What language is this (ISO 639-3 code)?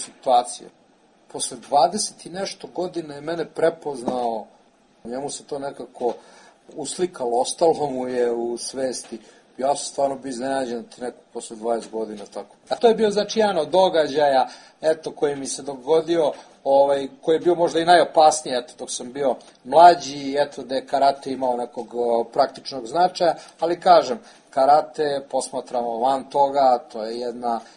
srp